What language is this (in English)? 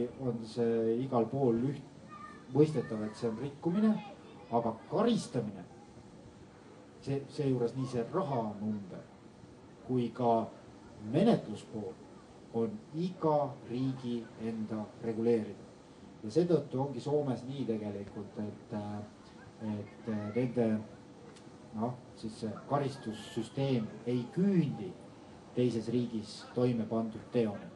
Estonian